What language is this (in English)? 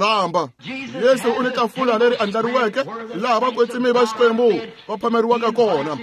Tsonga